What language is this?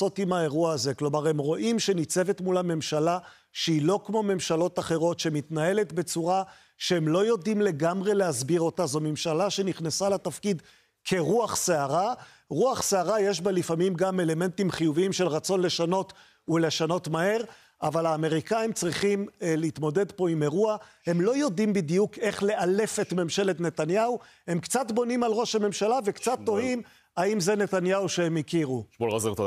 Hebrew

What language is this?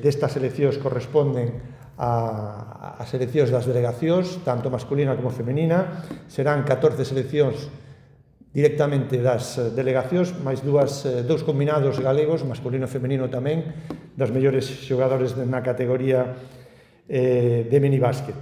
Galician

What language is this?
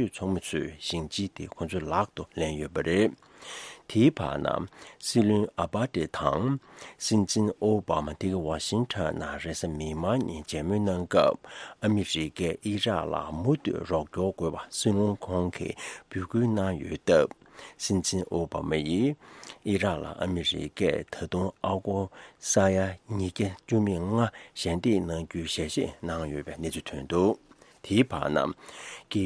Tibetan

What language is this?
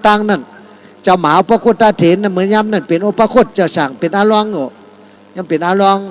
Shan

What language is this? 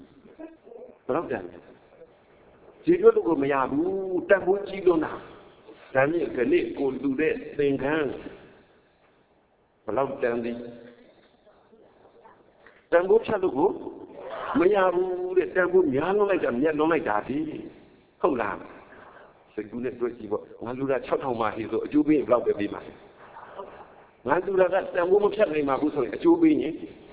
Burmese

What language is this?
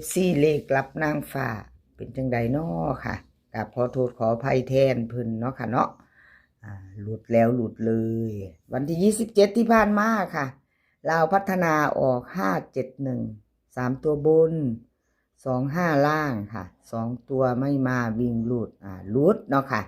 Northeastern Thai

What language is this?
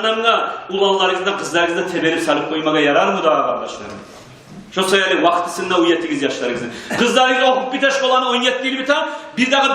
Kumyk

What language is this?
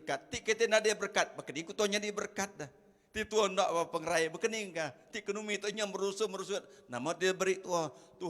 Iban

